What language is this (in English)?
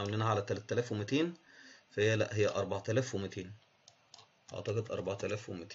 Egyptian Arabic